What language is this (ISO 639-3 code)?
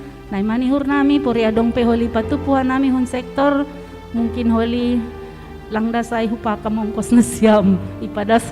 bts